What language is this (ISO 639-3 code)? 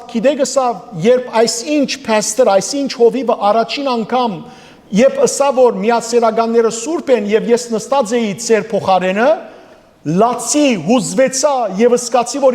hyw